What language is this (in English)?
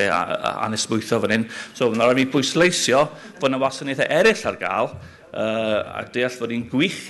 Welsh